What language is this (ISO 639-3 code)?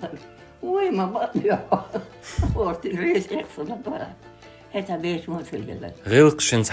che